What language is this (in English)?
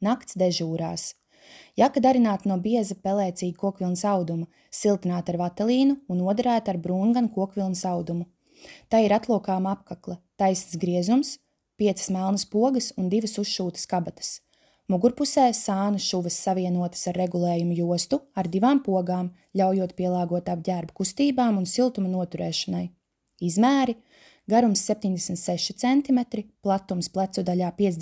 Latvian